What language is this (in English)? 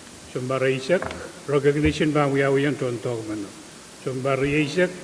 Pohnpeian